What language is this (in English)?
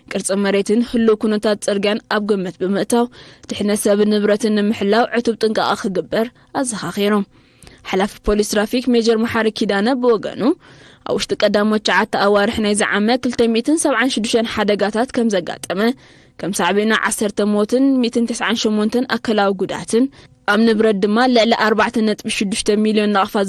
Tigrinya